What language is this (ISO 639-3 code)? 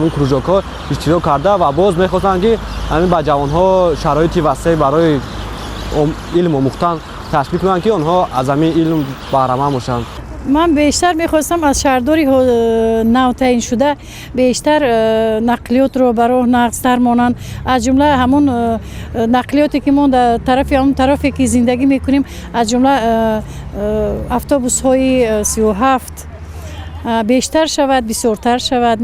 tgk